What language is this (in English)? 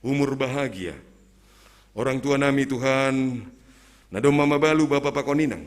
Batak Simalungun